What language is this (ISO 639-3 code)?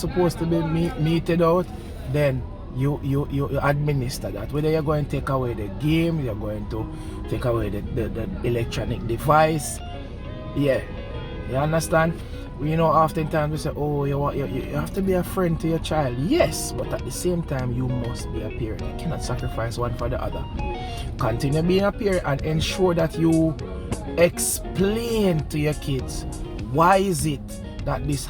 jam